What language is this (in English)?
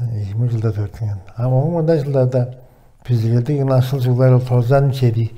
Tuvinian